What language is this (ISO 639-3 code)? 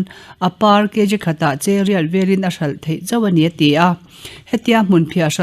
lus